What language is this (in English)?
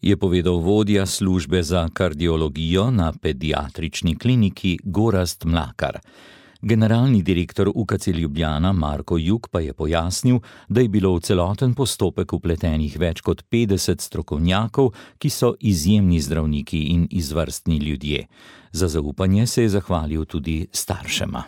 Slovenian